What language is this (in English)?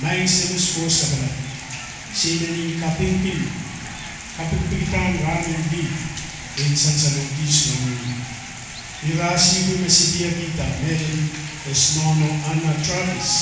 Pohnpeian